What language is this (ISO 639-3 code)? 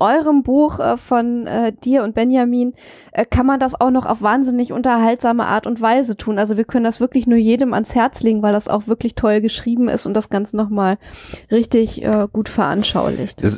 deu